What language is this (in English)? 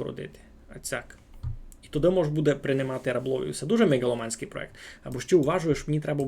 Rusyn